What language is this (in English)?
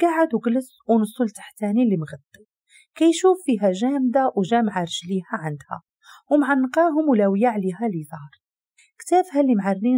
Moroccan Arabic